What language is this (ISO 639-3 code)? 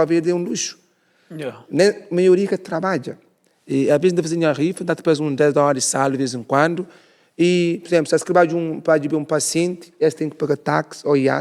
kea